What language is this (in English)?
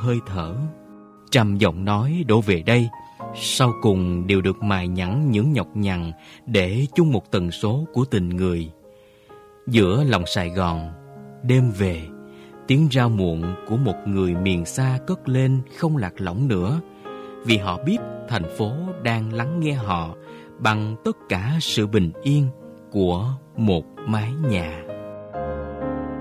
Vietnamese